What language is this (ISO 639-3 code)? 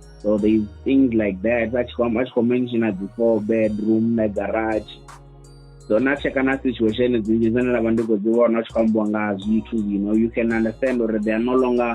ven